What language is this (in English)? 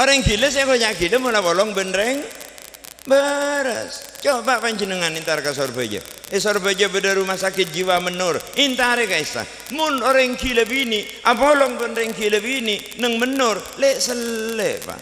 Madurese